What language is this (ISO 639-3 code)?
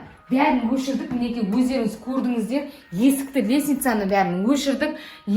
kaz